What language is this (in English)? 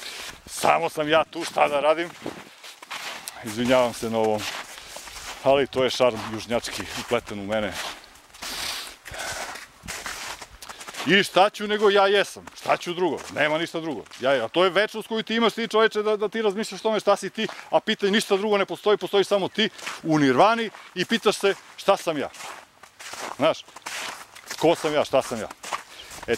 Serbian